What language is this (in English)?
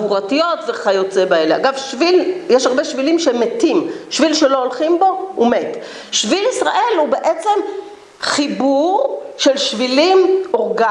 Hebrew